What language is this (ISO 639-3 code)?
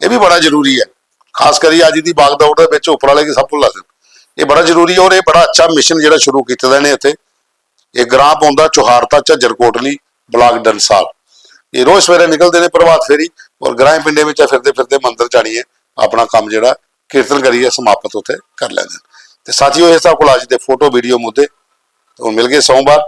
doi